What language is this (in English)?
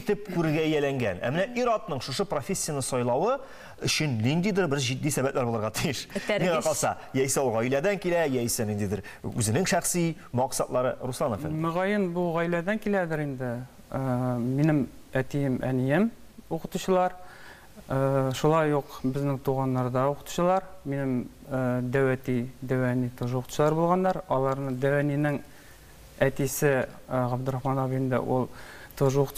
Tatar